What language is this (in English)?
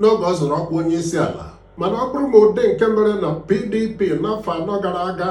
Igbo